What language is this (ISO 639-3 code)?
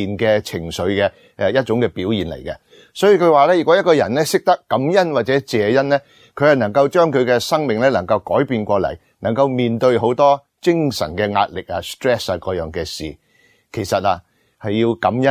yue